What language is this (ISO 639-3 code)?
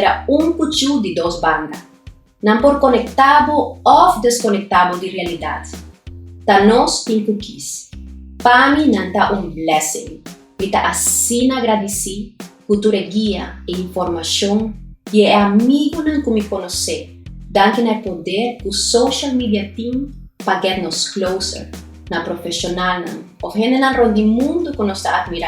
pap